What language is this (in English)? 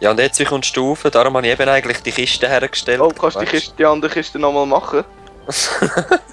Swiss German